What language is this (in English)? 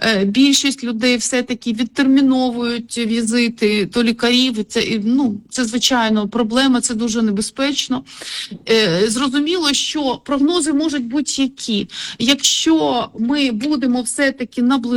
Ukrainian